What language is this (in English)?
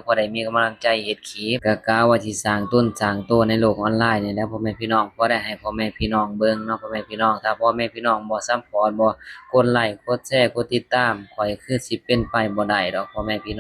Northeastern Thai